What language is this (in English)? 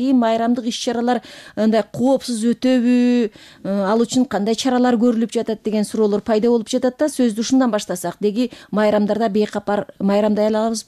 Kyrgyz